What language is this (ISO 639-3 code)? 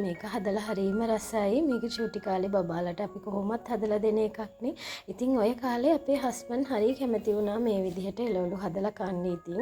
sin